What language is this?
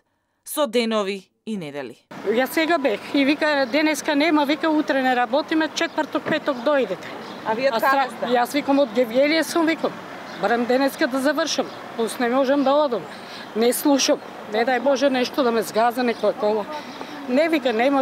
Macedonian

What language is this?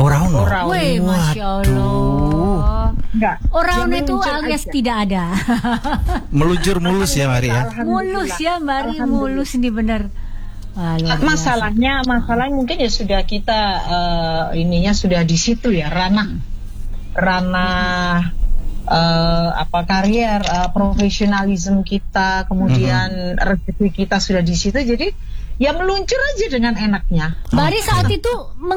Indonesian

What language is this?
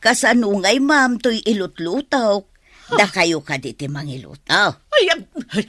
Iloko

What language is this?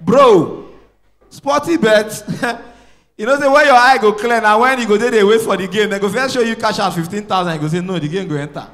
Nigerian Pidgin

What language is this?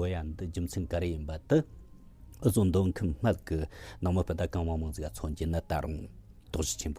Tibetan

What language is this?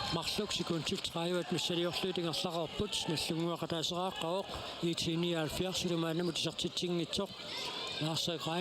Kalaallisut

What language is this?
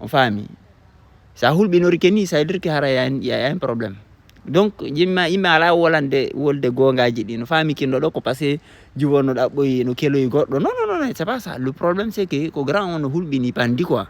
Fula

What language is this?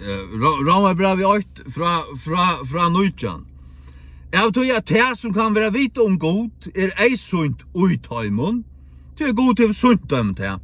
Faroese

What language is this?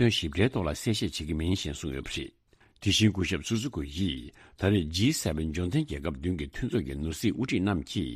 Tibetan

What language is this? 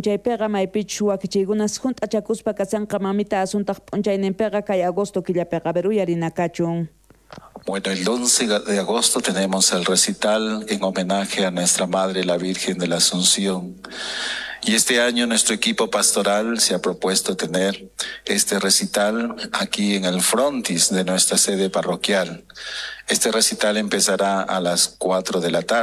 South Bolivian Quechua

